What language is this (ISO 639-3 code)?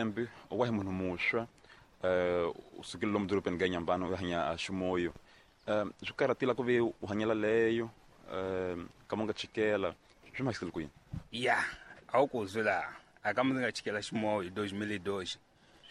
tso